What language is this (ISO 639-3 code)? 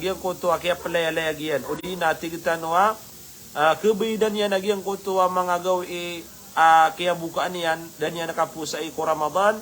mrw